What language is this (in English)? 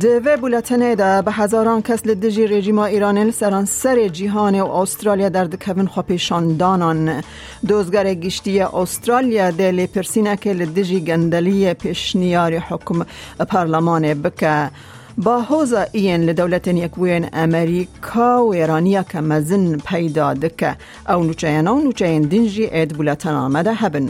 Kurdish